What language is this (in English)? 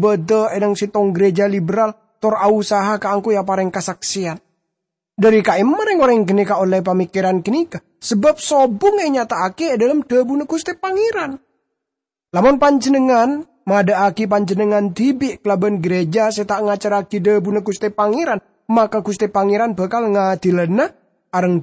Madurese